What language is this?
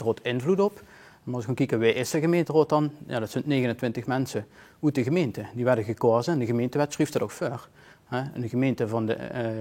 Limburgish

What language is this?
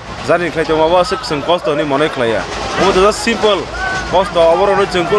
Kok Borok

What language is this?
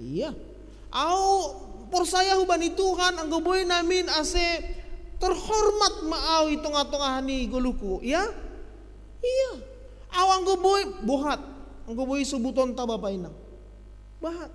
Batak Simalungun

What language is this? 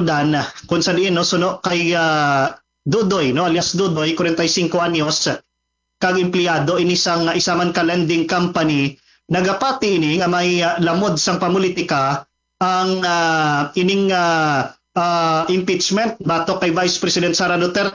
Hiligaynon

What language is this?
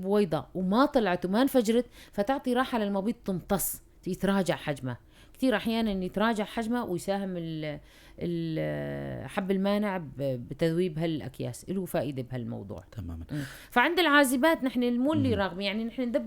North Levantine Arabic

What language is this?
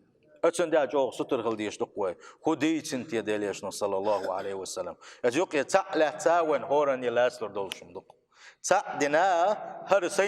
Chechen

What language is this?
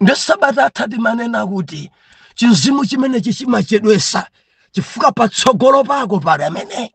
Nyanja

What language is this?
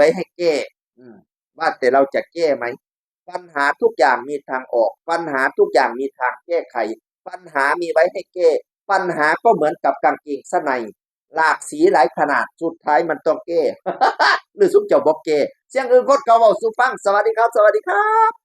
Northeastern Thai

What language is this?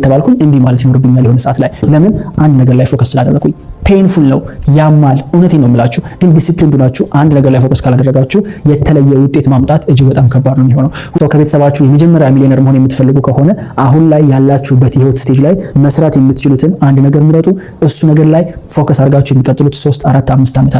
Amharic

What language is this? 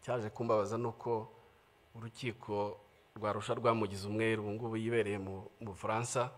Kinyarwanda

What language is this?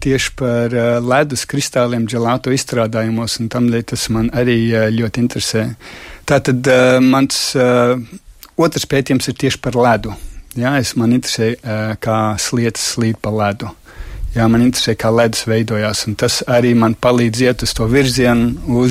Latvian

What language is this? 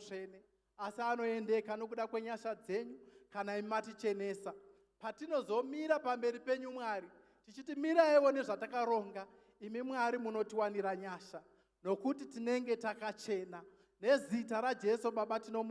Shona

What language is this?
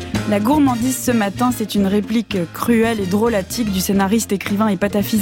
French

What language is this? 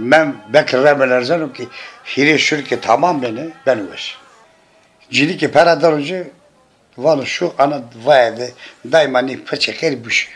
Zaza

